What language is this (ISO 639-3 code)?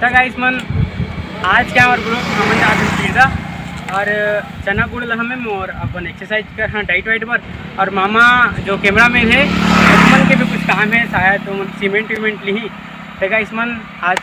hne